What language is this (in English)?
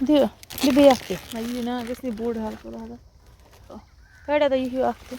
Kashmiri